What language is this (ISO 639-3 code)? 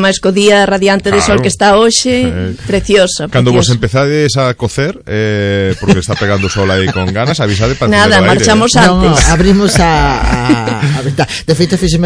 glg